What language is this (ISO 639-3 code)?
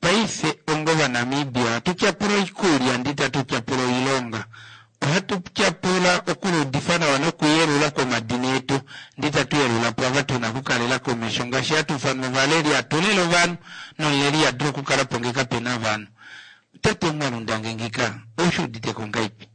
kua